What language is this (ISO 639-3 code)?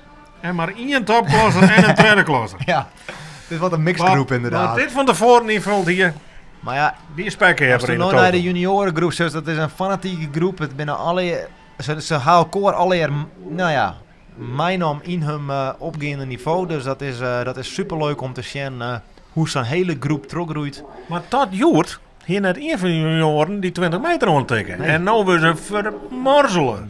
fry